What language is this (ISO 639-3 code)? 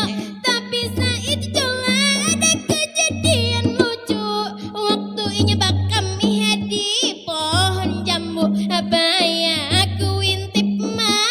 bjn